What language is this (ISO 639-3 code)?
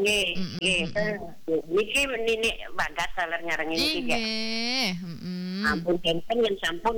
ban